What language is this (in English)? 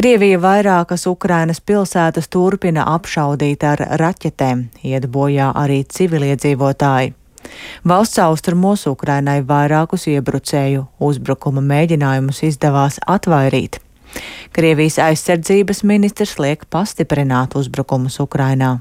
Latvian